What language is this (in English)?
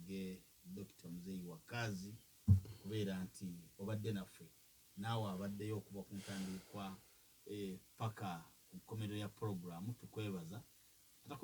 Ganda